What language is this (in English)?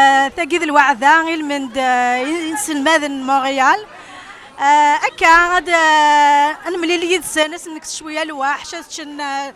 Kabyle